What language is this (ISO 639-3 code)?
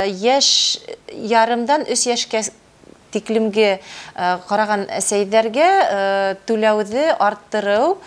bak